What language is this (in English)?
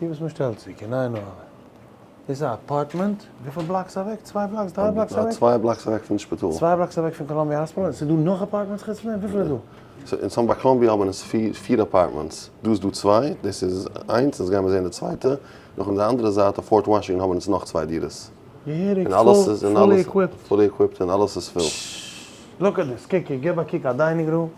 Yiddish